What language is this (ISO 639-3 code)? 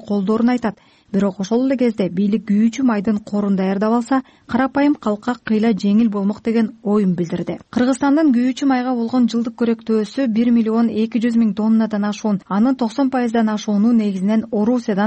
kir